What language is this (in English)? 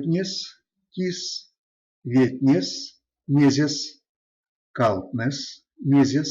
Erzya